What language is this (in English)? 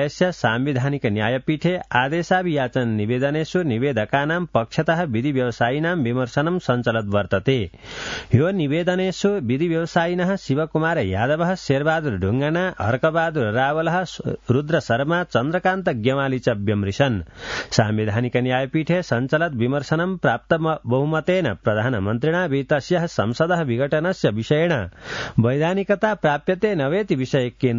Sanskrit